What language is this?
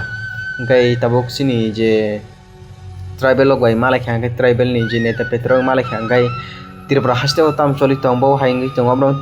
Kok Borok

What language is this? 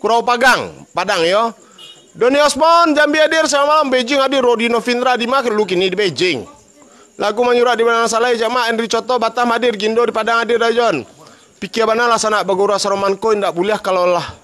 Minangkabau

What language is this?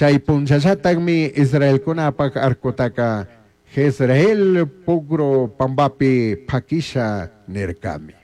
Chimborazo Highland Quichua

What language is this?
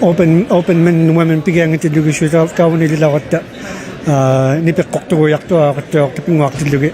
Inuktitut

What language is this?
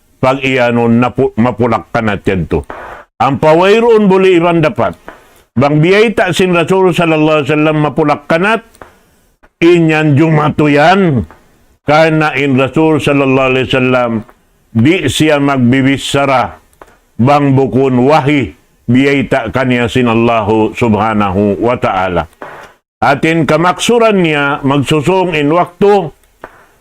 Tausug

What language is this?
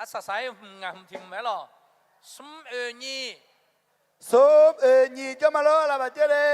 Akha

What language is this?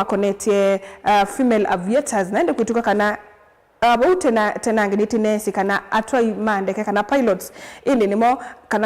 Kamba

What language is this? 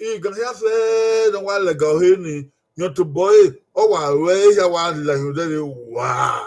Bini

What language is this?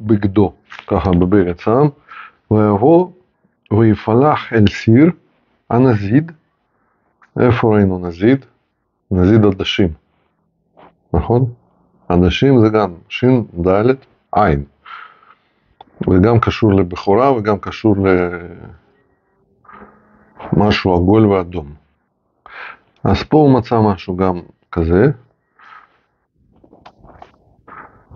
Hebrew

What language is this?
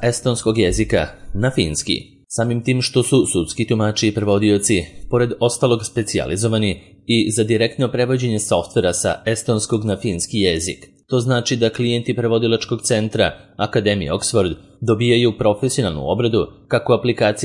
Serbian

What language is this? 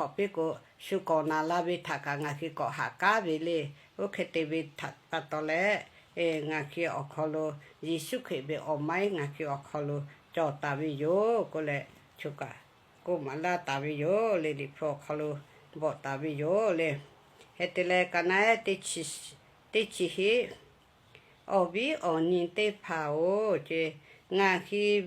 Lahu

